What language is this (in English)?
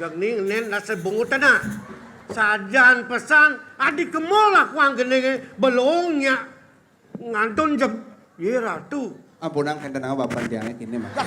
Balinese